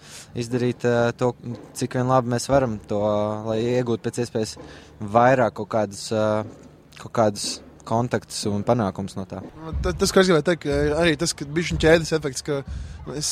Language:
Latvian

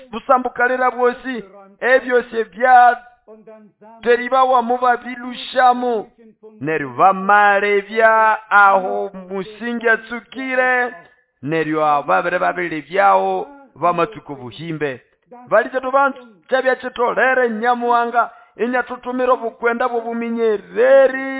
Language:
Nande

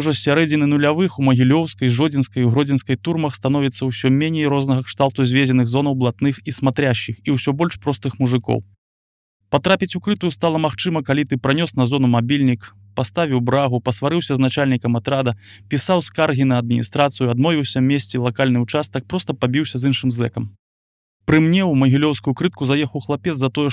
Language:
Belarusian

